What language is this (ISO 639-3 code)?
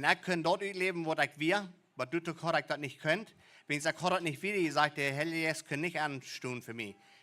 pdt